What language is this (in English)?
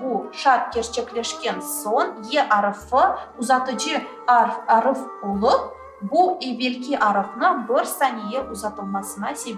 Crimean Tatar